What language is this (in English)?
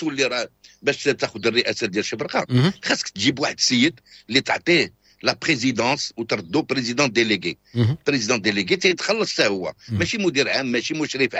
Moroccan Arabic